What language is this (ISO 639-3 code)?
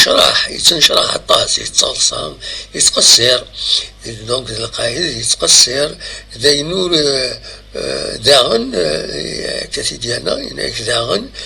kab